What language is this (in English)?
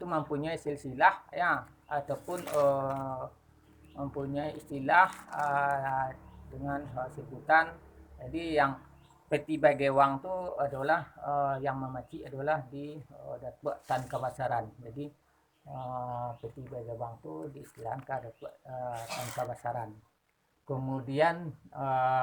Minangkabau